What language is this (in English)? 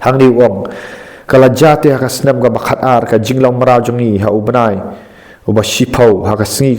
Khasi